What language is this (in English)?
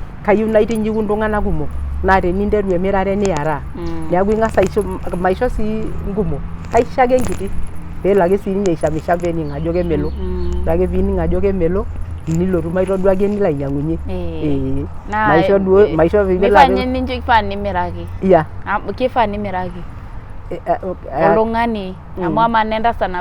Masai